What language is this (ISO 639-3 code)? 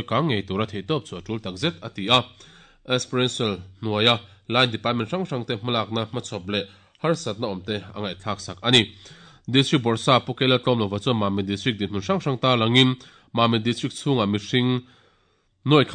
lus